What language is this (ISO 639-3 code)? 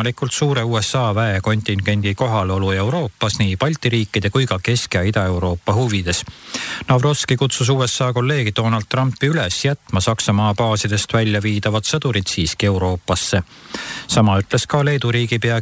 est